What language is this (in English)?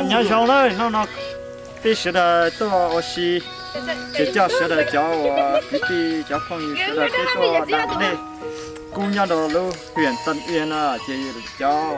Hmong